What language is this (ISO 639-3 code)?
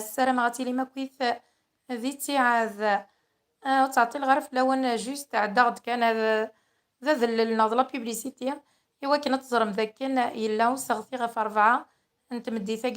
kab